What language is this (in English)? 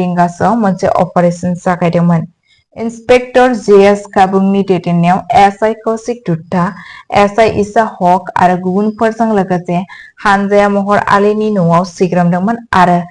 Bodo